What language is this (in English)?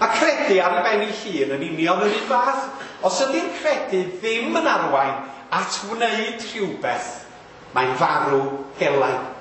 Welsh